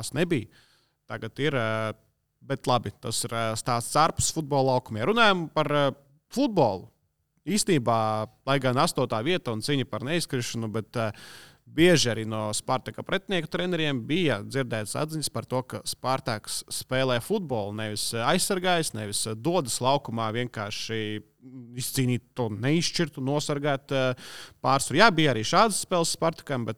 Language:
Latvian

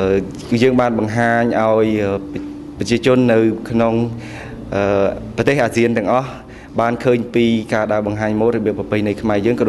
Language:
Khmer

